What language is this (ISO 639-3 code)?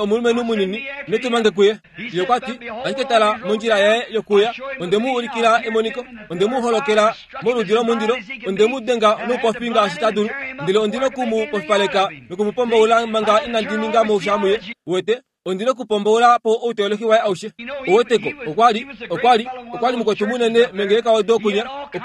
kua